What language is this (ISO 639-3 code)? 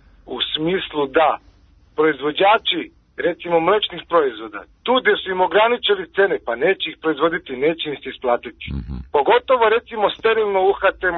srp